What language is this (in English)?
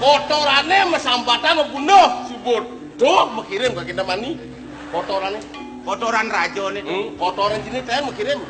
Balinese